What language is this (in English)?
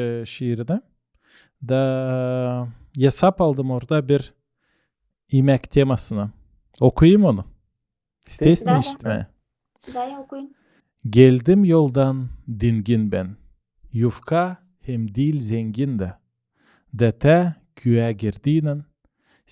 Gagauz